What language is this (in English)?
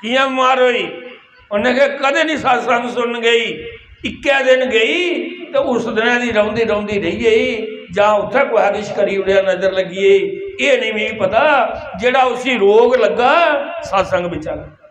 Dogri